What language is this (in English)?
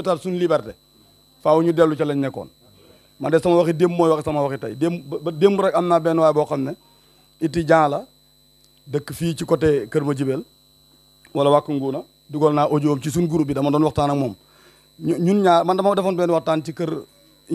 Wolof